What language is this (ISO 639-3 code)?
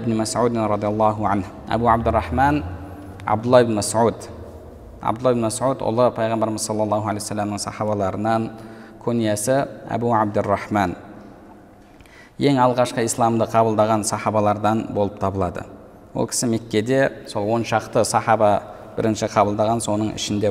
kaz